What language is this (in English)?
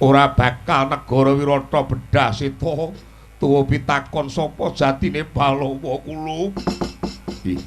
Javanese